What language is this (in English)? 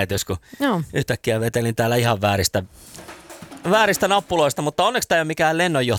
Finnish